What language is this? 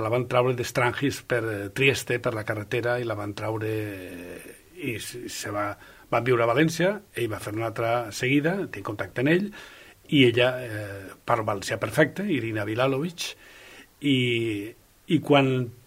Catalan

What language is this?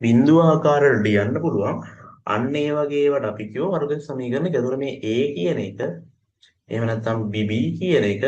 Sinhala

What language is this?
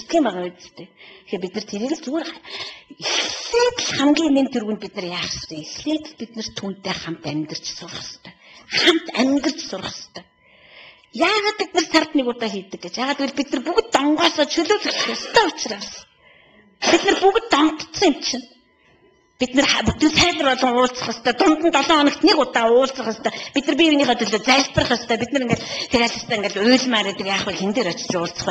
Mongolian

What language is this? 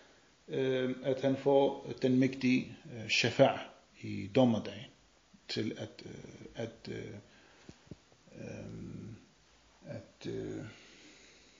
Danish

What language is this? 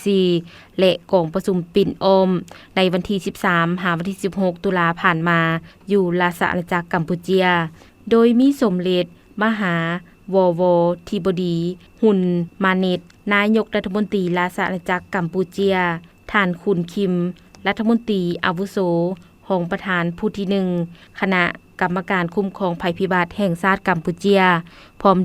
Lao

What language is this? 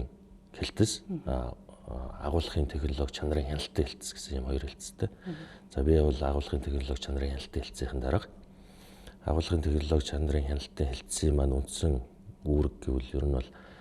Mongolian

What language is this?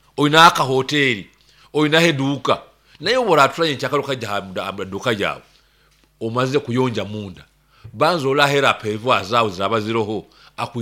Nyoro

